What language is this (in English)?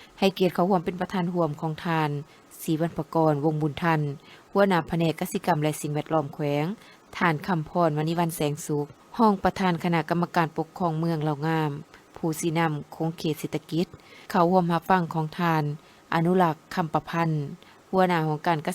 Lao